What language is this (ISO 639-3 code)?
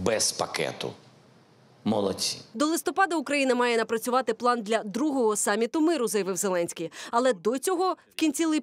ukr